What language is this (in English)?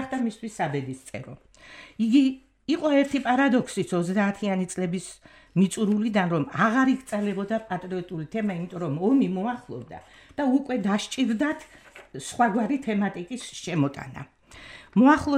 Georgian